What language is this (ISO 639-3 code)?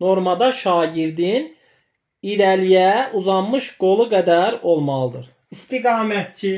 aze